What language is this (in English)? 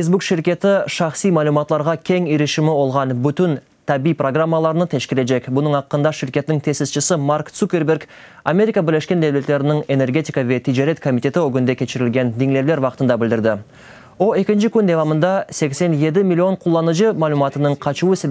Crimean Tatar